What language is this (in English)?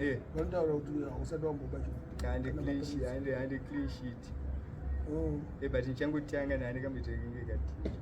Shona